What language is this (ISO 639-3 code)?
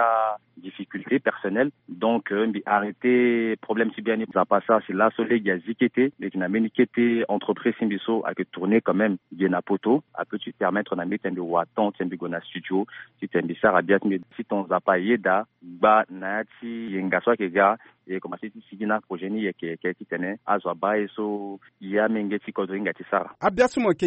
sag